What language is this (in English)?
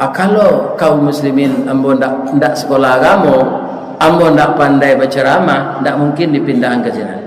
Minangkabau